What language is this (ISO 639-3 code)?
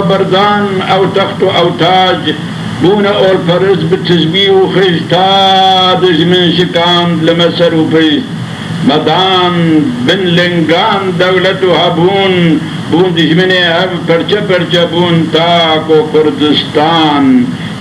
kur